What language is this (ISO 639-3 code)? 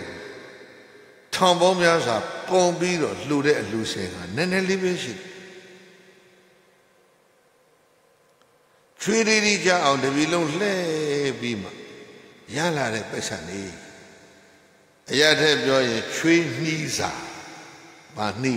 mya